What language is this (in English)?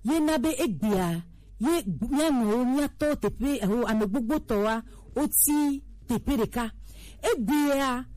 Gen